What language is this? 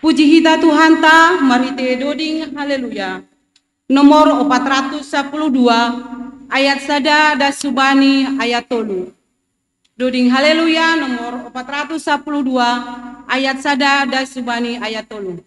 Batak Simalungun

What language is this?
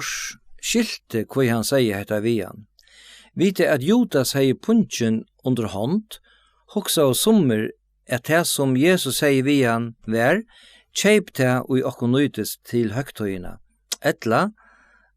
Faroese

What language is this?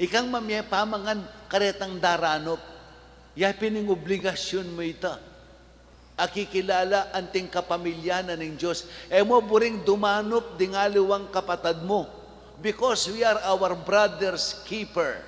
Pampanga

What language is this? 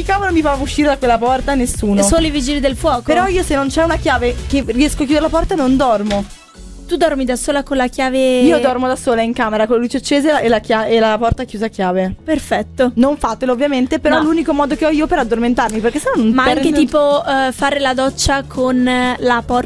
Italian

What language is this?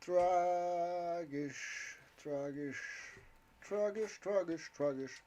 Bavarian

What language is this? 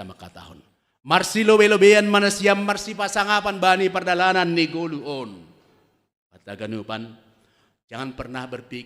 Batak Simalungun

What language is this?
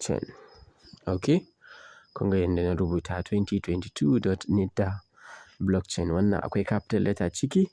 Hausa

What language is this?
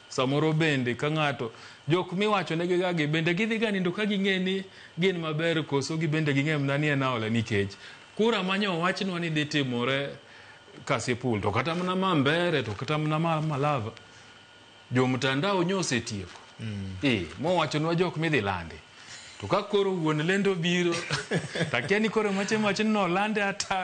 Luo (Kenya and Tanzania)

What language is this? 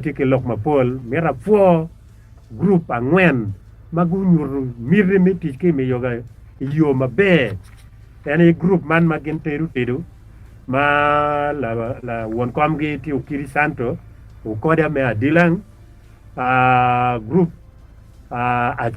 Acoli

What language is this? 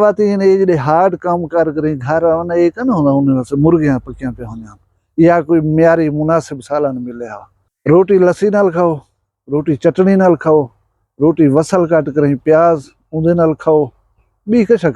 Saraiki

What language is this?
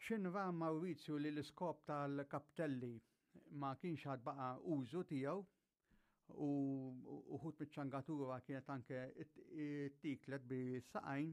Maltese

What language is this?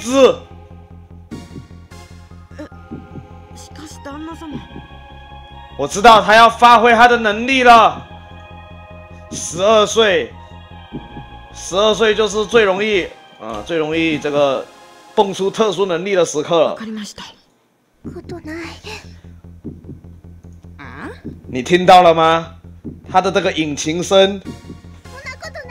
Chinese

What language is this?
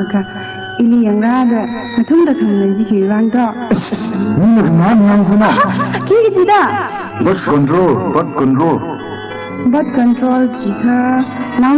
Tangkhul Naga (India)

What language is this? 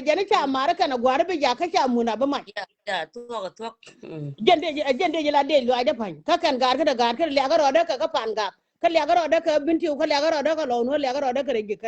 Nuer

